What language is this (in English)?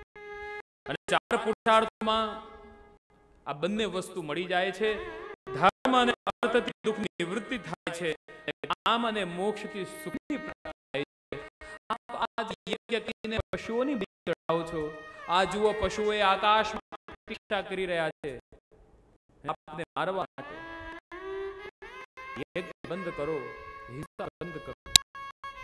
Gujarati